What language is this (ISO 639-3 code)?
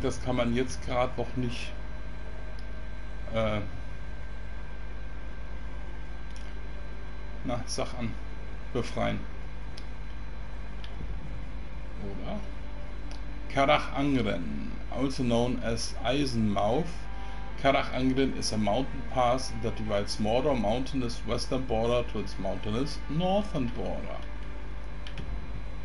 eng